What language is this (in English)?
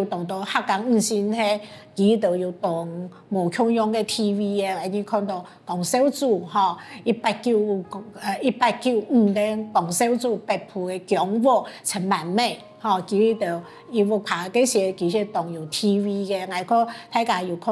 Hakka Chinese